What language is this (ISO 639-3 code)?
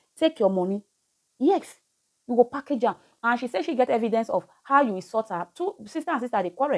pcm